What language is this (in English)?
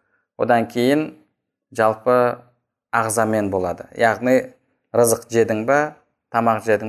Kazakh